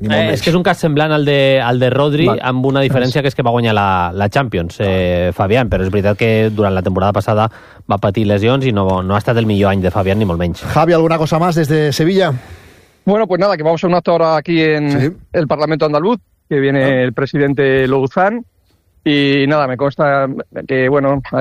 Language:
Catalan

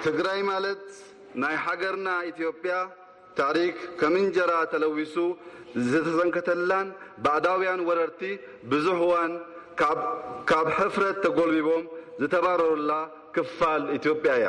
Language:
Tigrinya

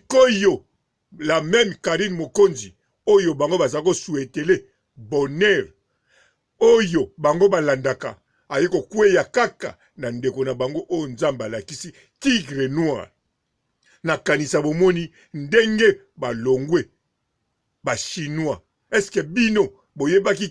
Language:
Lingala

